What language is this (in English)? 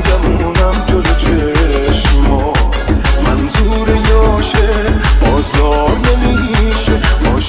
Persian